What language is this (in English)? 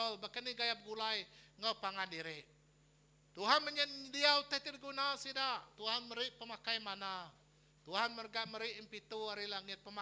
Iban